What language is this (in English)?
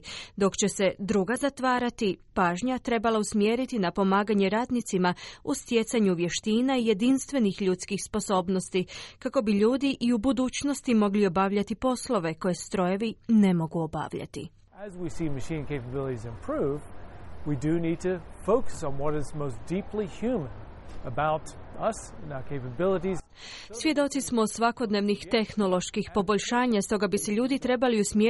Croatian